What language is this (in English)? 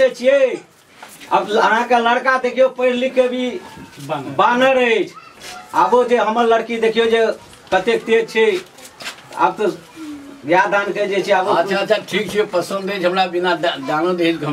Maithili